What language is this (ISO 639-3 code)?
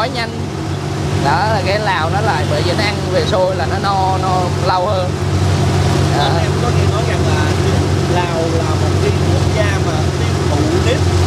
vie